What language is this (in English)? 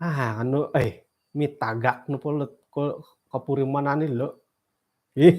Central Dusun